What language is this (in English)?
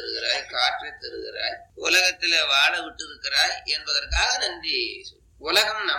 Tamil